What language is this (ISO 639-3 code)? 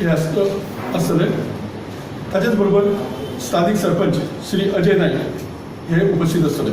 kok